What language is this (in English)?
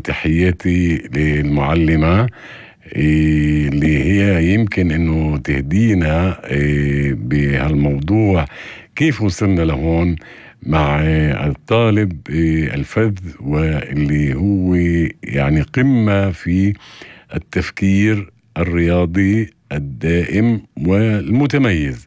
North Levantine Arabic